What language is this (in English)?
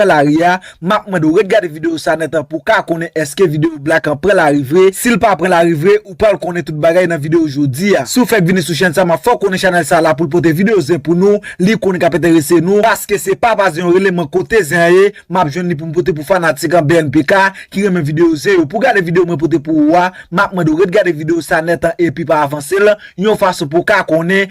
Haitian Creole